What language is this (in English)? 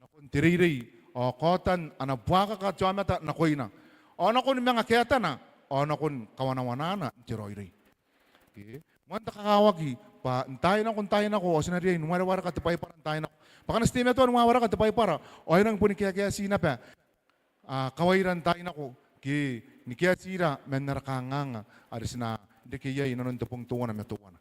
Gilbertese